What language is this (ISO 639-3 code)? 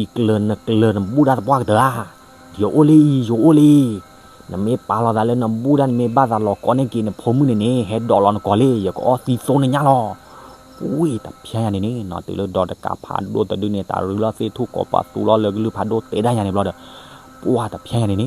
ksw